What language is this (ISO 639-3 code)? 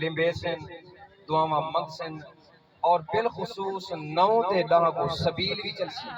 skr